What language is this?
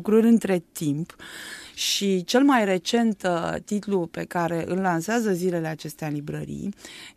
Romanian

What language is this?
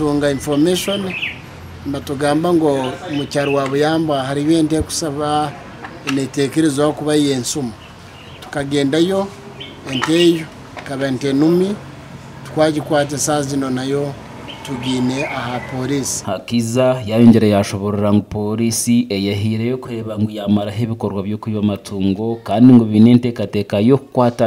Nyankole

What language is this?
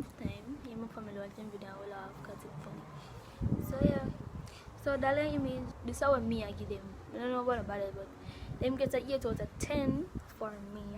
Jamaican Creole English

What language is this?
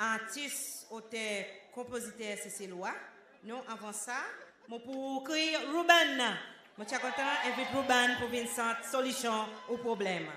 Seselwa Creole French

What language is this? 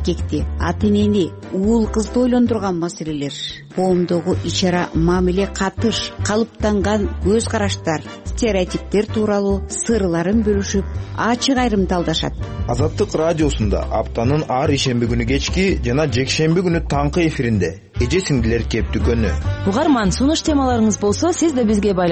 Kyrgyz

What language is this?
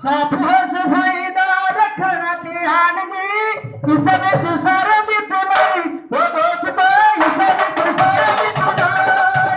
Dogri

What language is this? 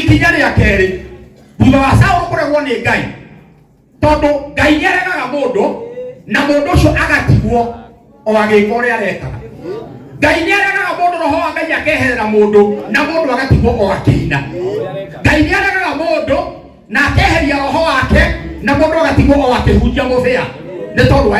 Kikuyu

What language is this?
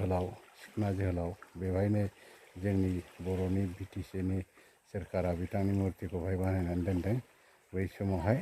Bodo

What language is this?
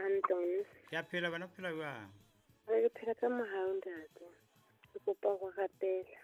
Southern Sotho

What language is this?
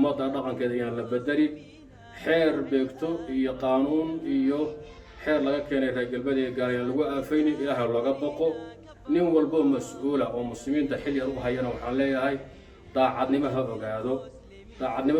Somali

